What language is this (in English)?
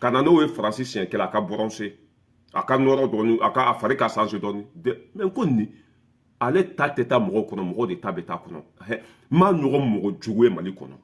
Bambara